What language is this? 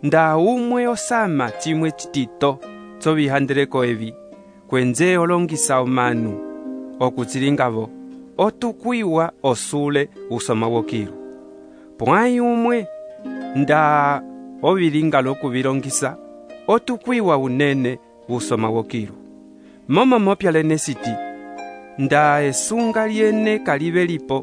Umbundu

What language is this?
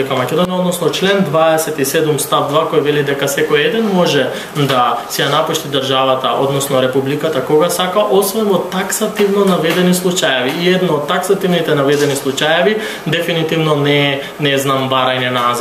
Macedonian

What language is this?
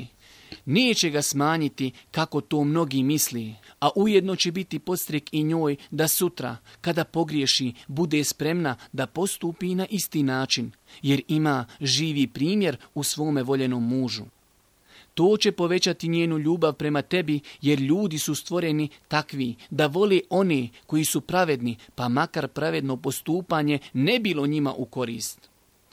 Bosnian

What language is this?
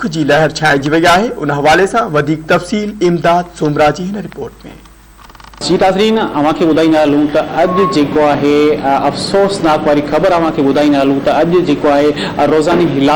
Sindhi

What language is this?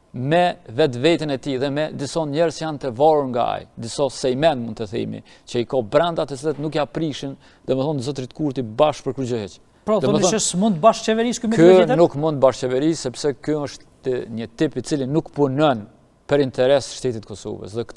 Albanian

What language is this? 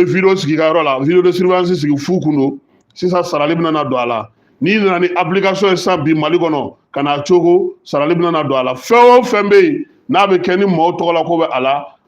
Bambara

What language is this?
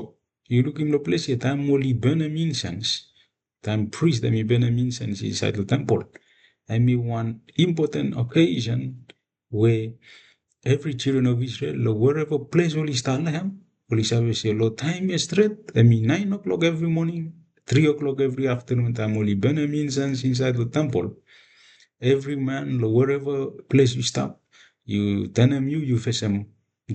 Bislama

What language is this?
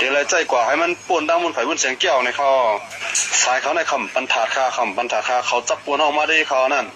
Shan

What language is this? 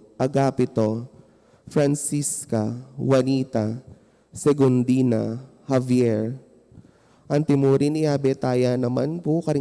Pampanga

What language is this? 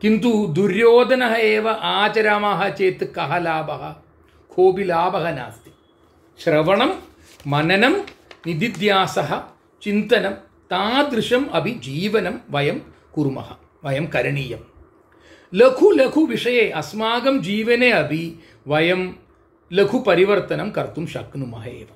Sanskrit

